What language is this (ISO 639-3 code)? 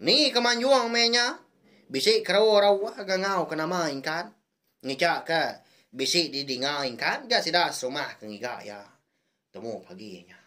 iba